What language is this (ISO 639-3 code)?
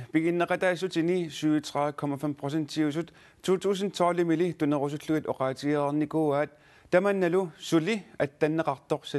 kal